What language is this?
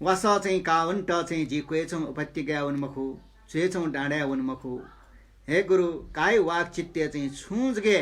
Newari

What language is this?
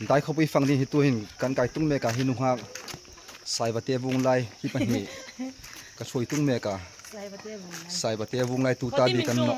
Hmar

